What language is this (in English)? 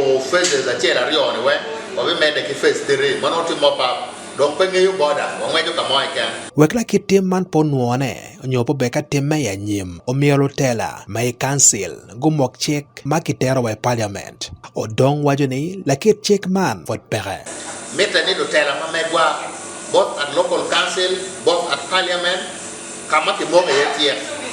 Acoli